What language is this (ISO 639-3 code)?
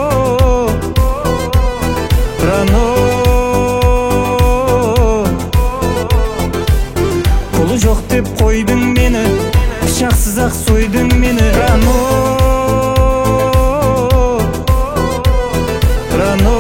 kaz